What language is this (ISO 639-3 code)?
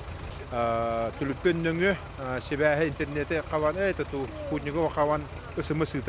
sah